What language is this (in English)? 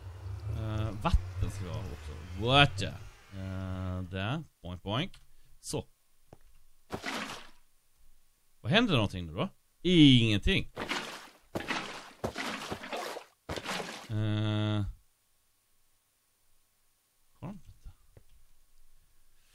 Swedish